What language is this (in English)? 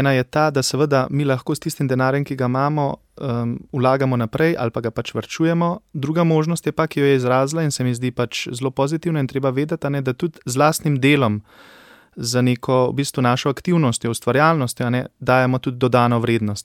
Slovenian